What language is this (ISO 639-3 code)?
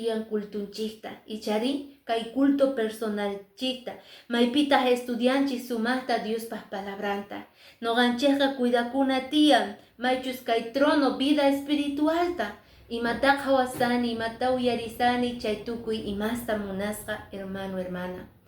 que